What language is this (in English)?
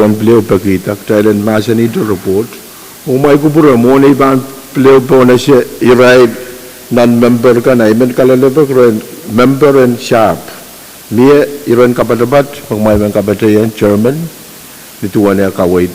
Pohnpeian